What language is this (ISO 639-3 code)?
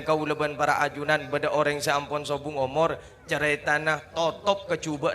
mad